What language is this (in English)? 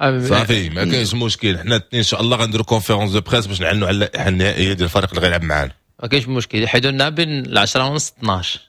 Moroccan Arabic